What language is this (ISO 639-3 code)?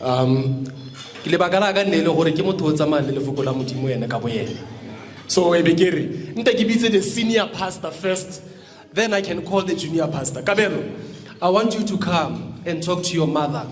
nso